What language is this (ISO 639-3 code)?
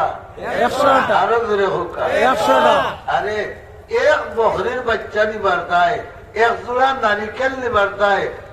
syl